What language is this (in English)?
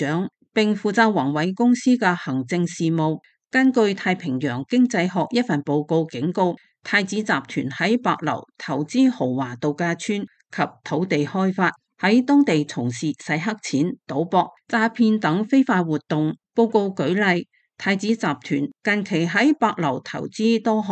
Cantonese